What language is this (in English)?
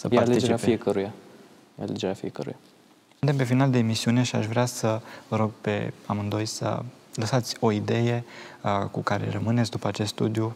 Romanian